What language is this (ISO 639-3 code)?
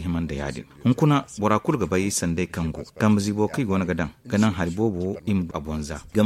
dje